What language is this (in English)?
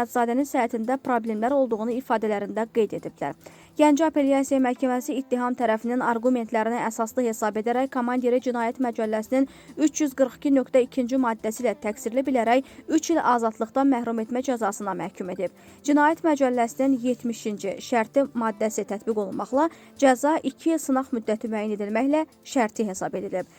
Azerbaijani